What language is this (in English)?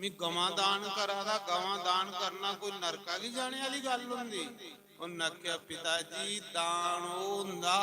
Dogri